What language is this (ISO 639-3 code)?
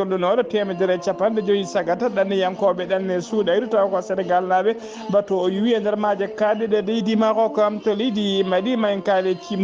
ful